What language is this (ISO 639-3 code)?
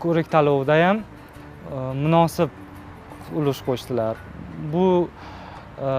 uzb